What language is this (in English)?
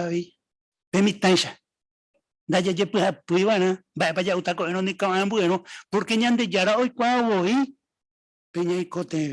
Guarani